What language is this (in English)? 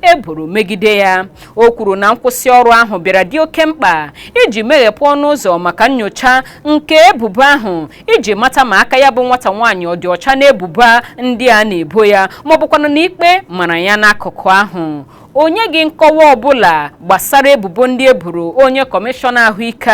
Igbo